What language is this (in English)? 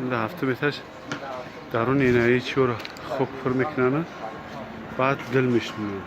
Tajik